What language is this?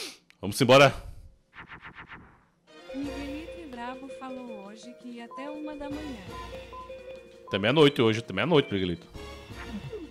Portuguese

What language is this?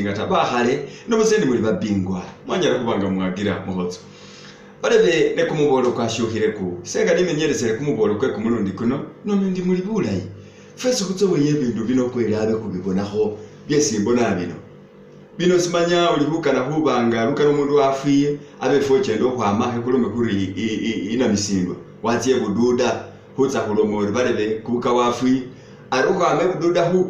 Masaaba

